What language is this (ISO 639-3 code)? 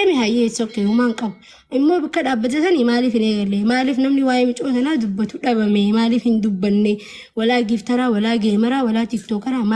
orm